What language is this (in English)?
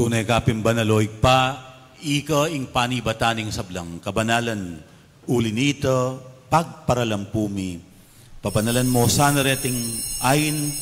Pampanga